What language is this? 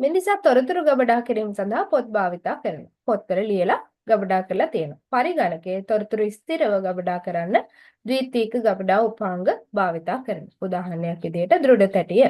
Sinhala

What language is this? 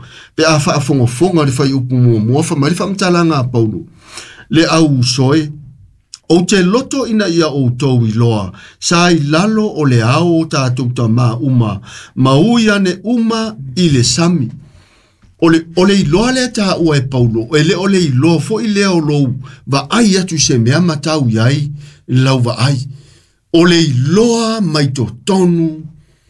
Samoan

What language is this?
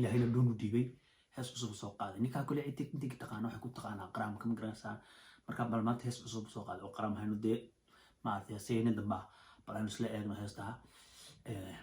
Somali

